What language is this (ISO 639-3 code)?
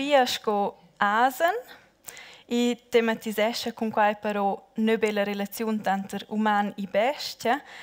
roh